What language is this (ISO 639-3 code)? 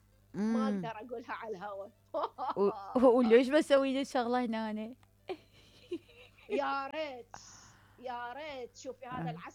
acm